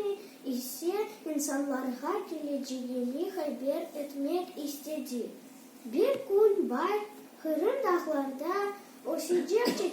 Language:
Crimean Tatar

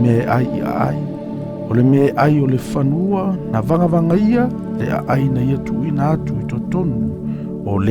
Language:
Samoan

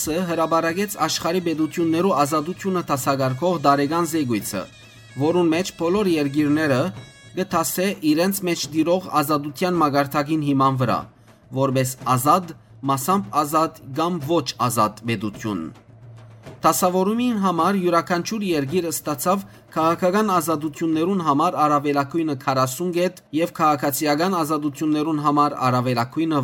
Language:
Western Armenian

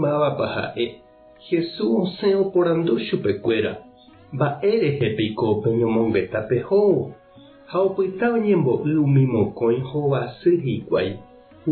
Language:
Guarani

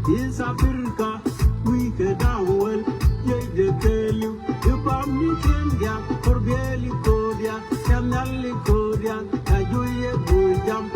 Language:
Nuer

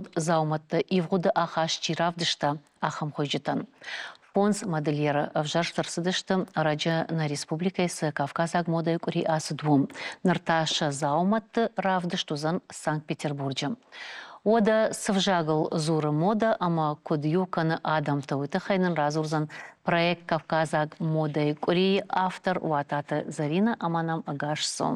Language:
Ossetic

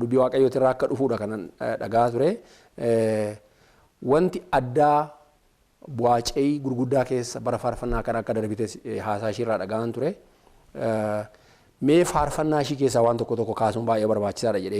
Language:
Oromo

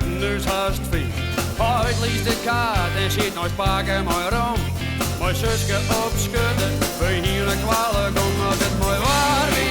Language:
Western Frisian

